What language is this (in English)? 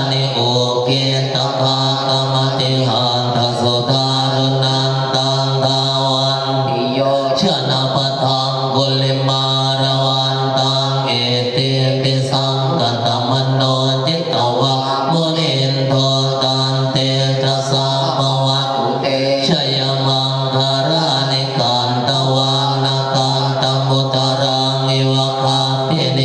Pali